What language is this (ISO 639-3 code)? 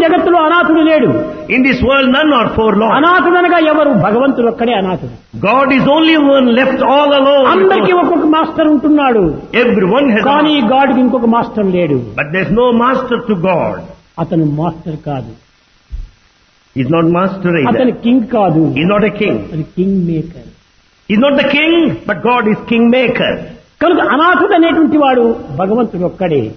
tel